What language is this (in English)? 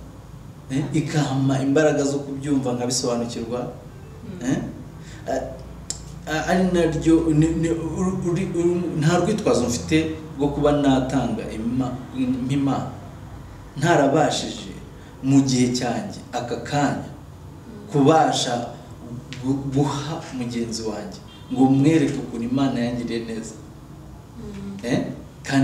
Kinyarwanda